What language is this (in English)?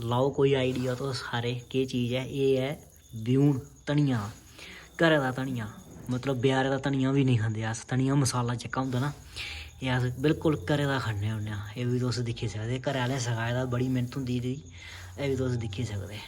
Dogri